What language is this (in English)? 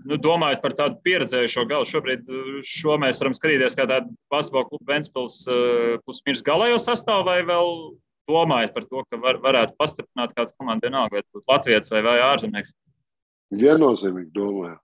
Latvian